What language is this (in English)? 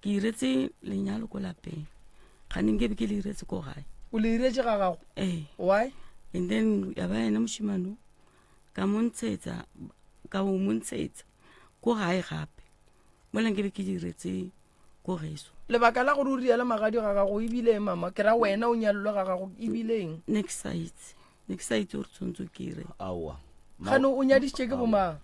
Northern Sotho